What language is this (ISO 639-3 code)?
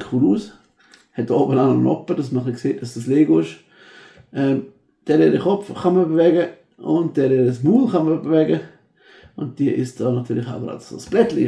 gsw